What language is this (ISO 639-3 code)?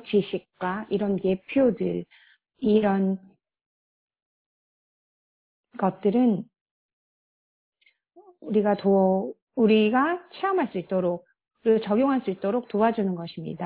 kor